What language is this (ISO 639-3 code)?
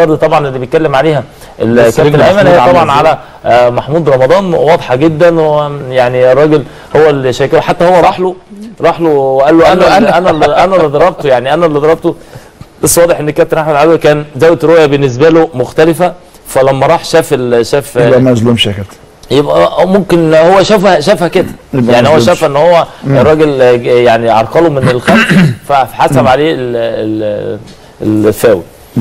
arz